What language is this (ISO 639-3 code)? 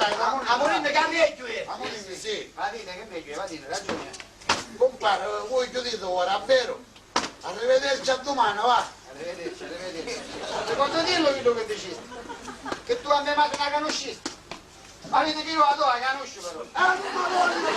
scn